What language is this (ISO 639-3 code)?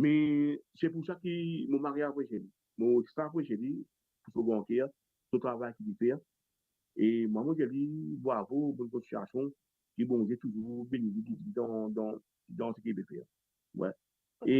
mfe